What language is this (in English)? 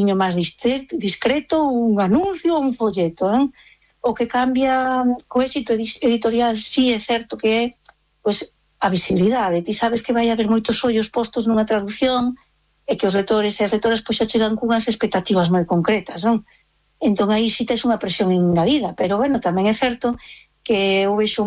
Galician